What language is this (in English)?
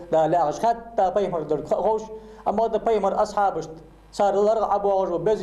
Ingush